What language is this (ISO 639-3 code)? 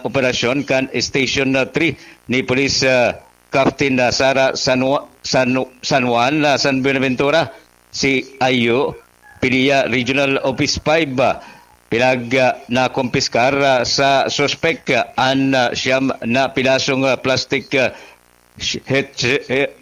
bik